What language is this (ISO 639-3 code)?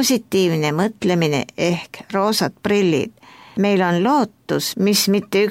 est